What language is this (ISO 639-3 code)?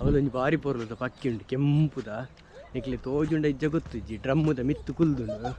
tcy